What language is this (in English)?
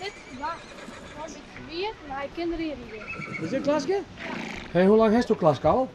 Western Frisian